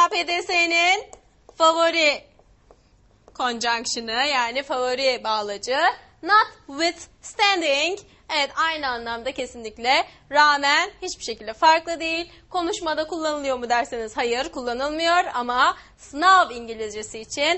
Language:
Turkish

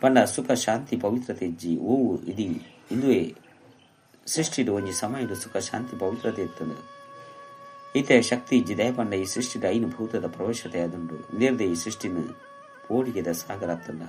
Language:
Tulu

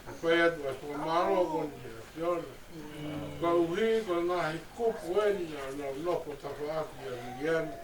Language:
Tongan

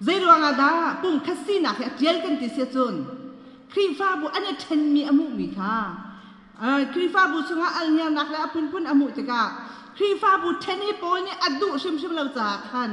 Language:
Hakha Chin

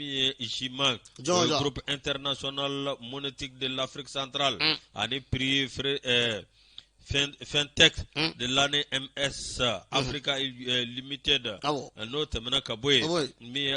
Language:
Bambara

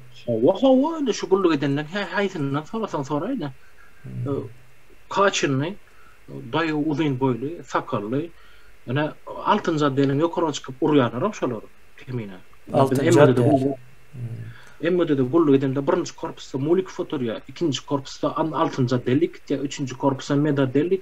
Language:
Turkmen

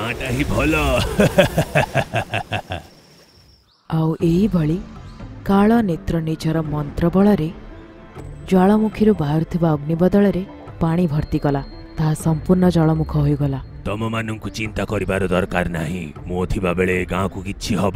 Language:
Odia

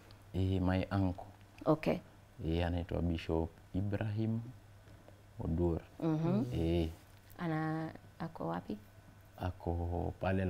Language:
Swahili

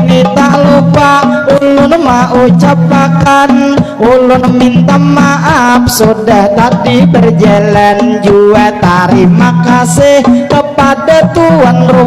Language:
Banjar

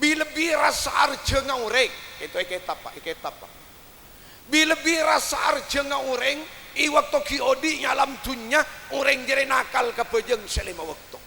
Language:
Madurese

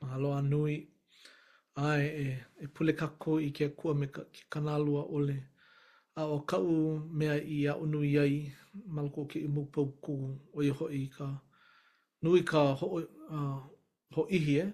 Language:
Hawaiian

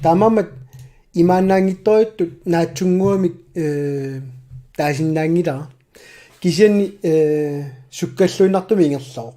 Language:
Kalaallisut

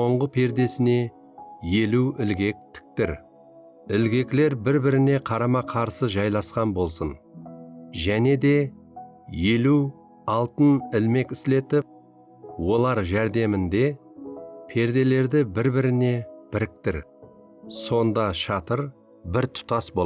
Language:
Kara-Kalpak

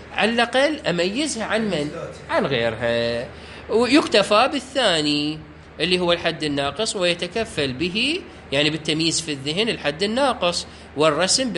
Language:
Mesopotamian Arabic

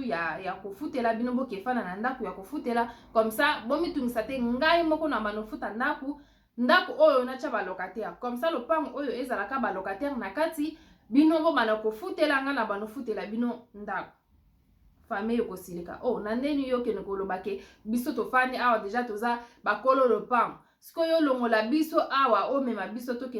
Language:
Lingala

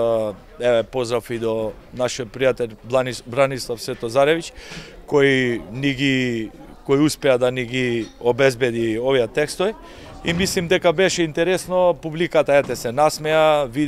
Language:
Macedonian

